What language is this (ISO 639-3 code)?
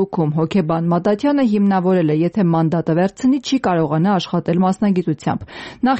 hye